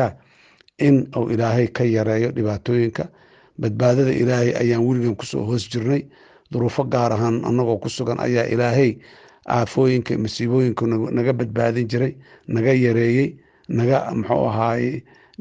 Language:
Somali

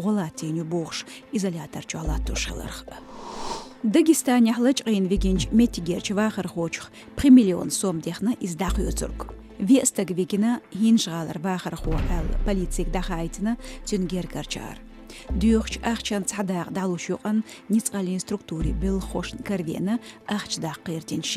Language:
Chechen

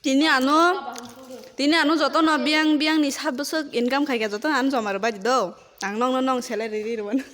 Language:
Kok Borok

